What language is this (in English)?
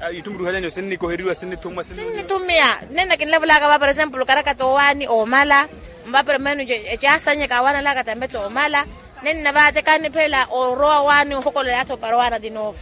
Makhuwa